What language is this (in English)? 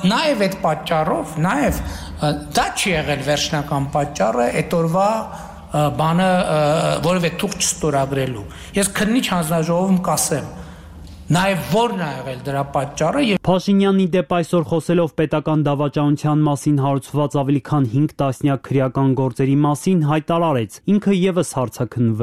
Armenian